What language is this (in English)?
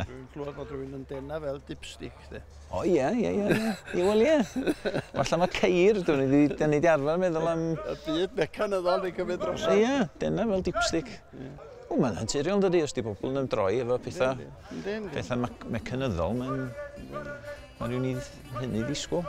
Welsh